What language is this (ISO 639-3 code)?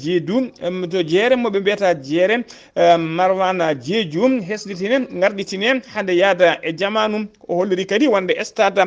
ful